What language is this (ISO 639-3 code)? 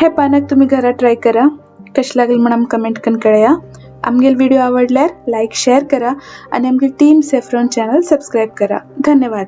kok